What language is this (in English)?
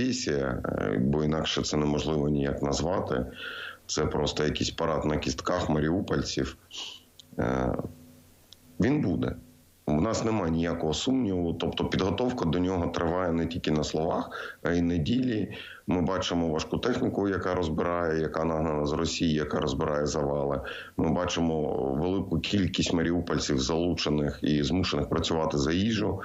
Ukrainian